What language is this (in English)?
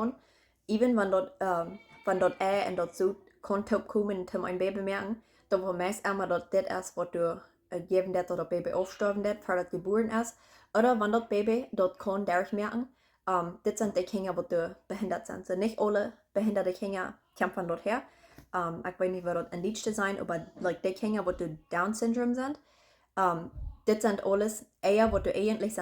Plautdietsch